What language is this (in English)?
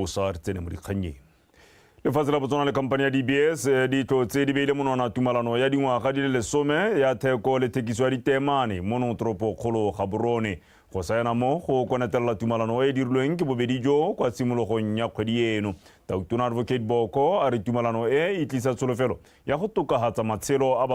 Tswana